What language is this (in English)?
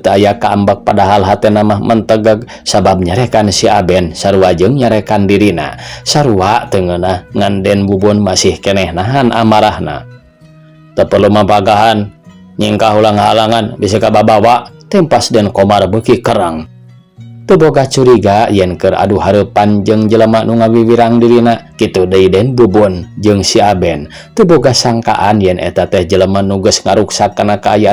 Sundanese